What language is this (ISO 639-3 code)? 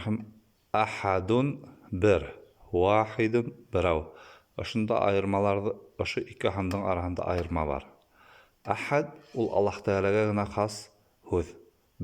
bak